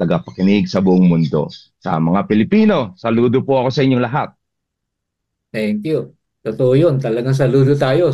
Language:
Filipino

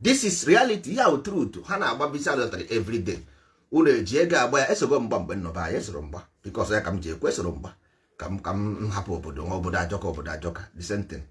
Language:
Igbo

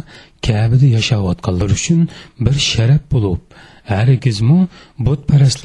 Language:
Uyghur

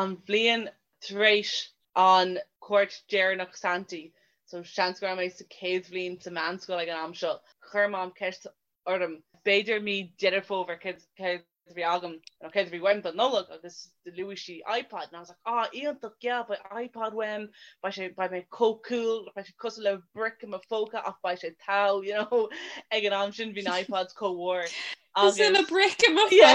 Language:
Irish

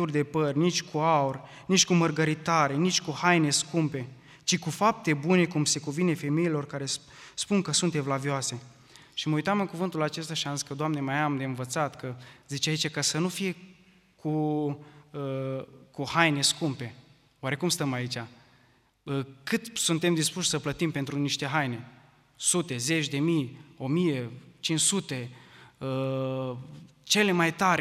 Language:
Romanian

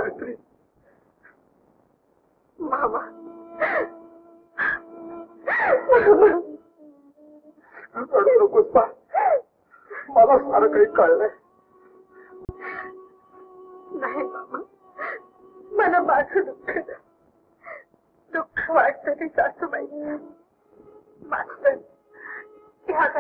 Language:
Marathi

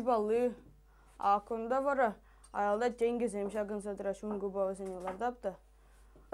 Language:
Chuvash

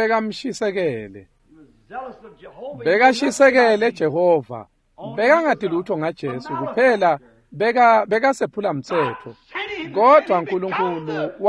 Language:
Swati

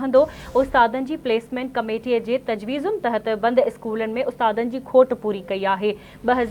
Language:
Sindhi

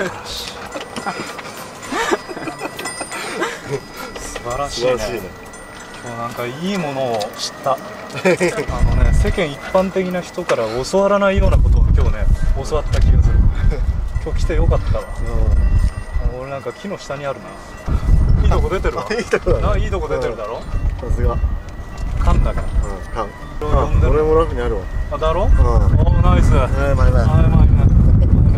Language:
Japanese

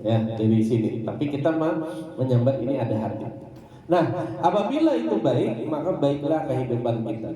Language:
Banjar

